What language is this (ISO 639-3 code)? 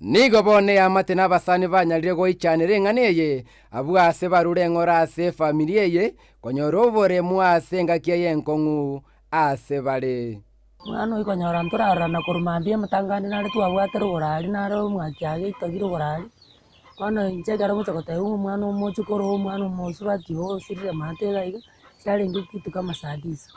guz